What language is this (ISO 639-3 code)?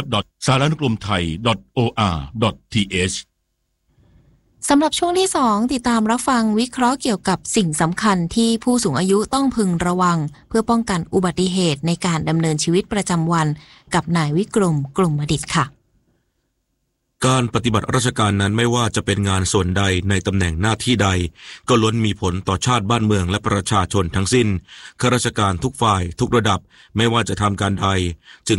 tha